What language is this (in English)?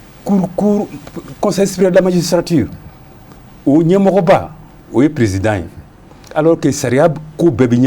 Bambara